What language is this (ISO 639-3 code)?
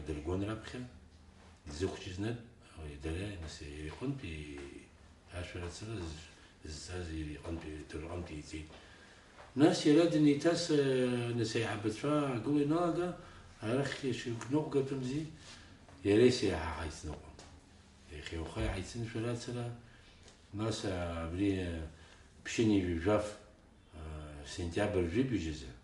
abk